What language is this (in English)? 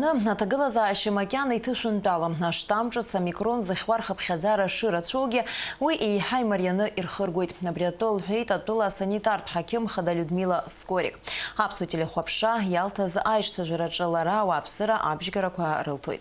Abkhazian